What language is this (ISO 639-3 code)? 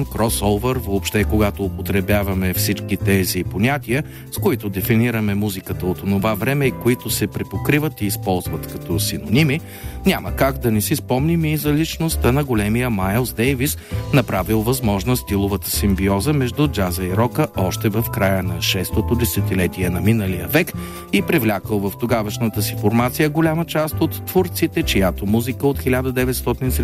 bul